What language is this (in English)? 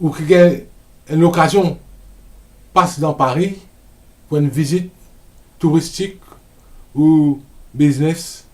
Morisyen